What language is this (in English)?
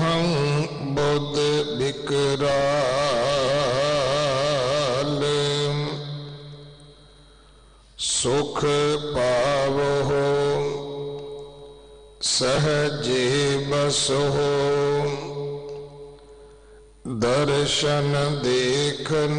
Punjabi